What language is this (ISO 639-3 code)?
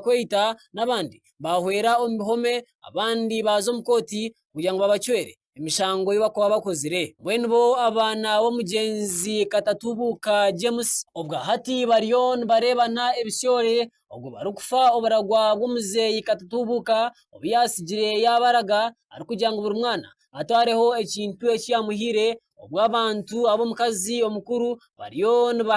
nyn